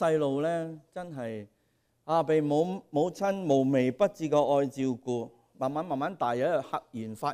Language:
Cantonese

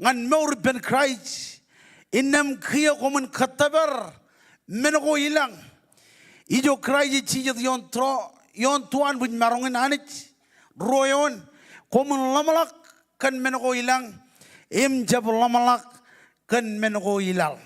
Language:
Marshallese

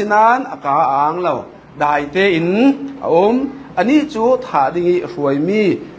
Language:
Falam Chin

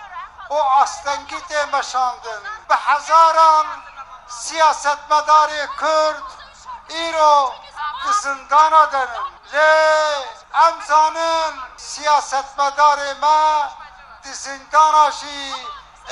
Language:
Kurdish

